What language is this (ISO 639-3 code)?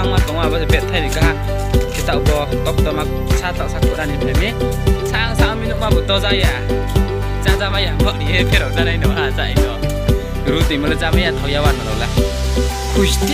ria